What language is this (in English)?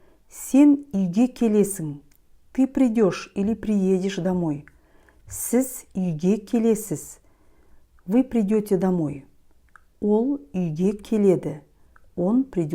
Kazakh